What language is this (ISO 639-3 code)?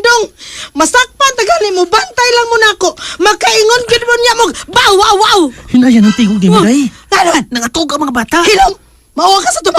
ceb